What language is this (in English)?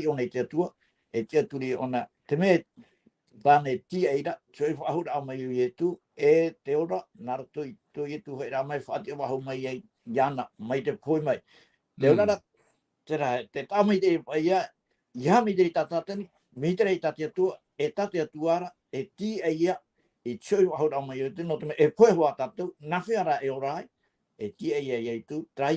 Tahitian